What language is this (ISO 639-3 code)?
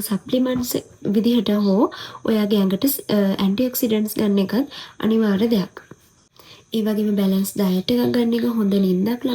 sin